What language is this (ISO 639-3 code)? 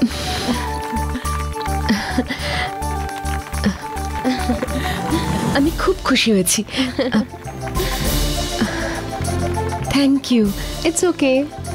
ben